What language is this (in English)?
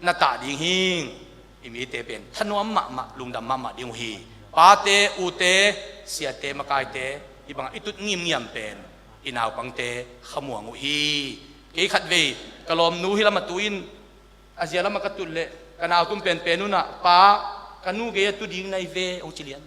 Tedim Chin